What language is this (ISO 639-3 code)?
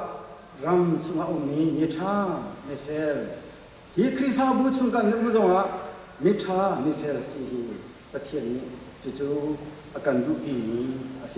cnh